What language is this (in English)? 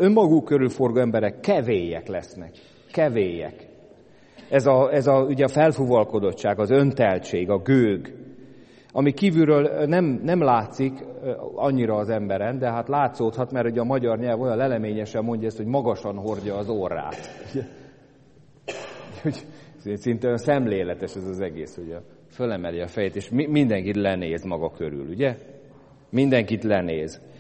Hungarian